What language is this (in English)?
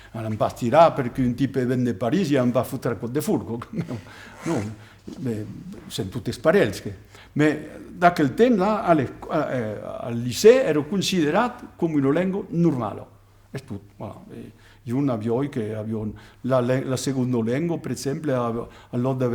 Occitan